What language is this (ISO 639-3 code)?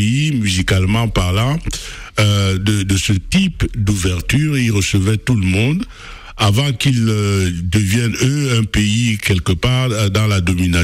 fra